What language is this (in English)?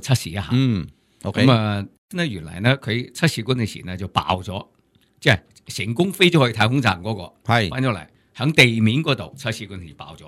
Cantonese